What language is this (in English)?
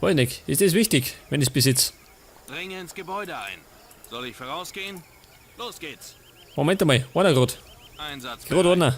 Bavarian